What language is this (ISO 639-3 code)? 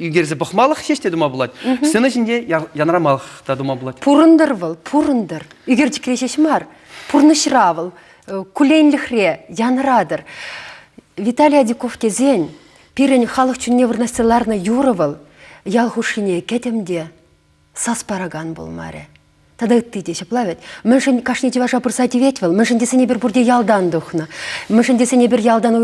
chv